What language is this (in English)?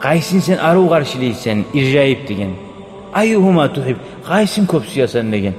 Kumyk